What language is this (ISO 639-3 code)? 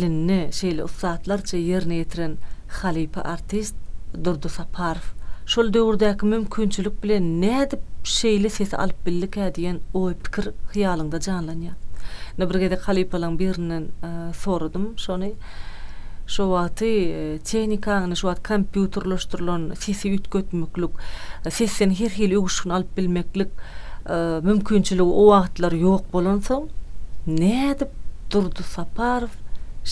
tuk